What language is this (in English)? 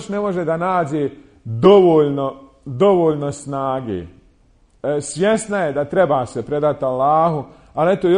Bosnian